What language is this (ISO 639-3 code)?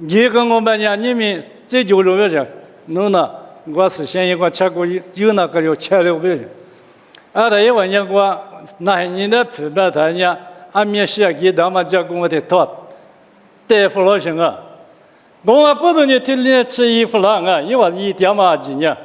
lis